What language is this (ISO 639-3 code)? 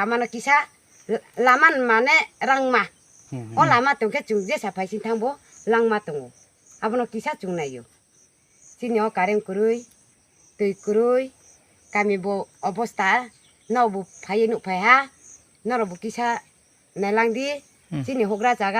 trp